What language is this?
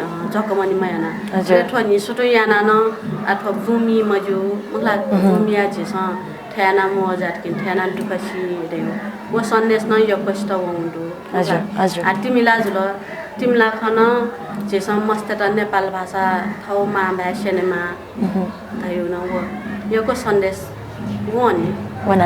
Newari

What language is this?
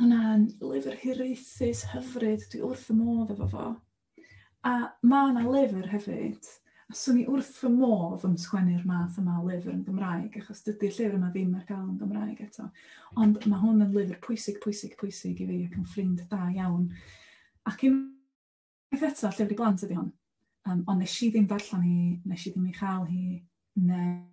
Welsh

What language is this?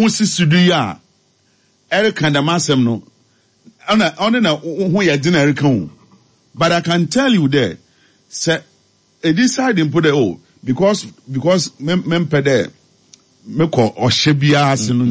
Akan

